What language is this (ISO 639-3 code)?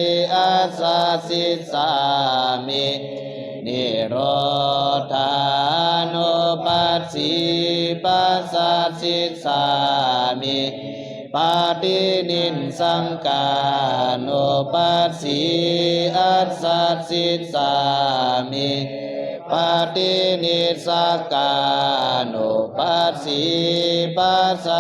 pli